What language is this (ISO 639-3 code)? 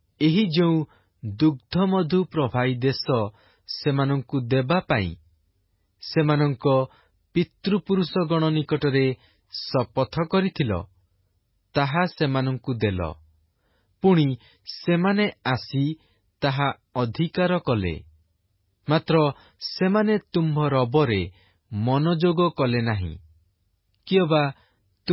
ori